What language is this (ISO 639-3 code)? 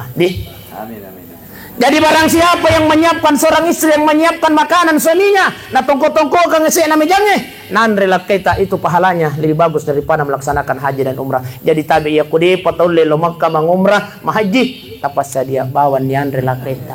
bug